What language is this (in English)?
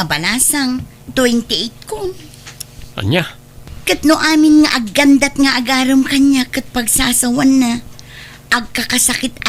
Iloko